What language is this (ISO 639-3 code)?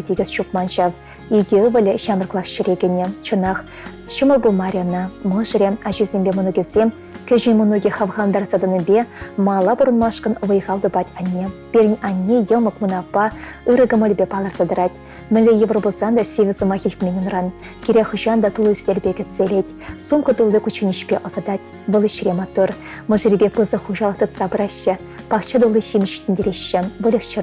chv